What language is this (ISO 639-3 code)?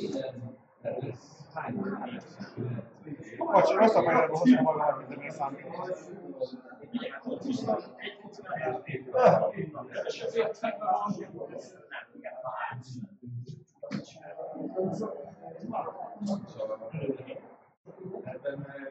hun